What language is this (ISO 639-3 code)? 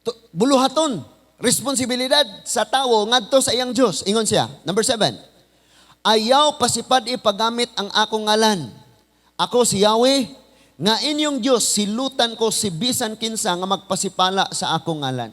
ceb